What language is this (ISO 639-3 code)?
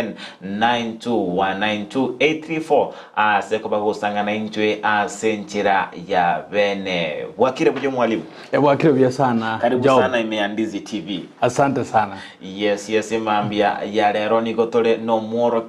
guz